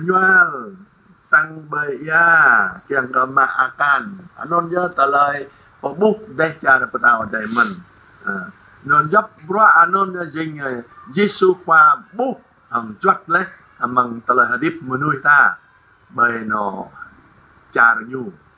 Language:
Jarai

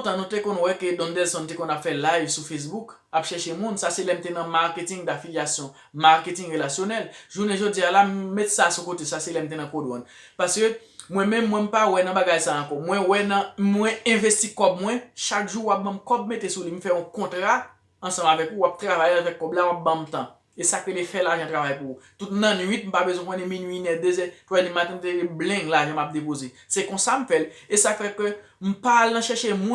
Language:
Haitian Creole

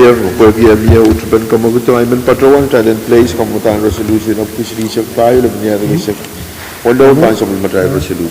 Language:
Pohnpeian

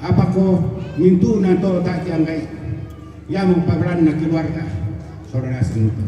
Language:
Toraja-Sa'dan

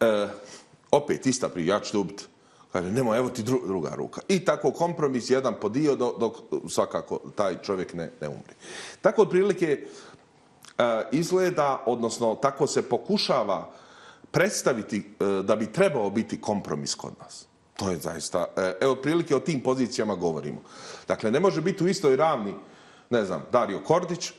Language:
Bosnian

